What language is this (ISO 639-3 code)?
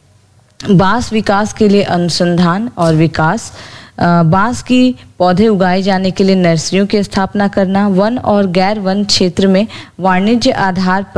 hin